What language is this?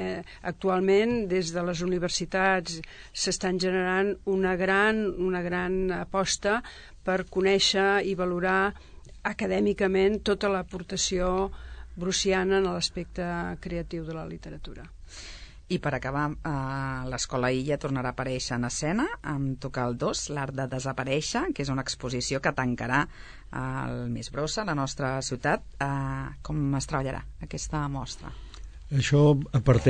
Catalan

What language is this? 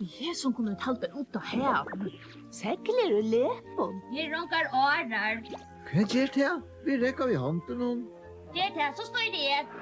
Faroese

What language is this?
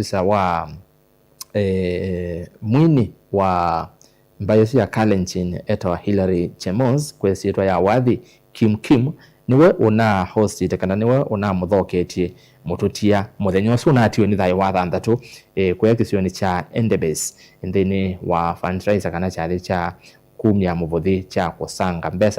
Kamba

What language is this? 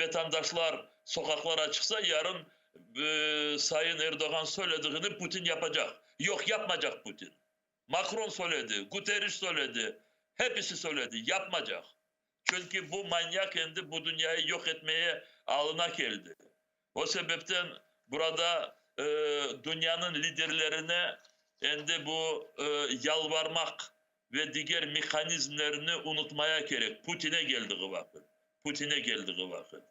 Crimean Tatar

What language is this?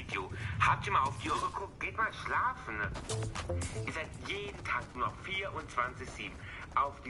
Bavarian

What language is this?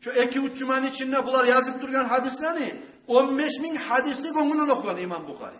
Kumyk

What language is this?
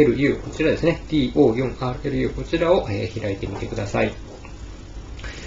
Japanese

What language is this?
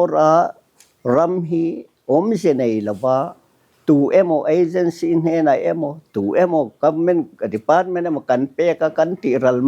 Mizo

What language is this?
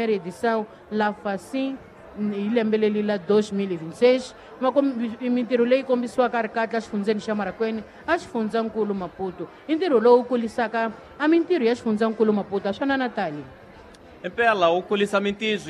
Tsonga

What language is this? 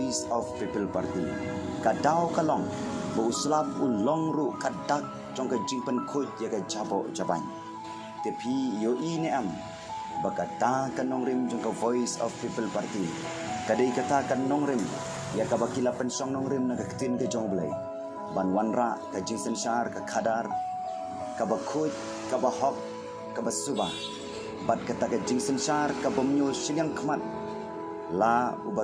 Khasi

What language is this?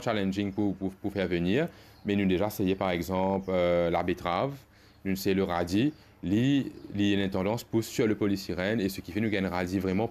Morisyen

